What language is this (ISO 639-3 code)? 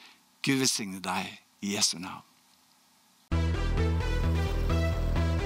nor